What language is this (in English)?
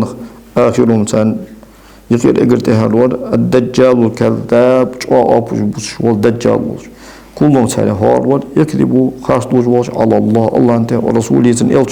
Ingush